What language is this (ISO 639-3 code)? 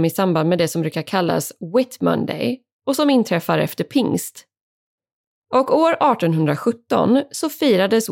swe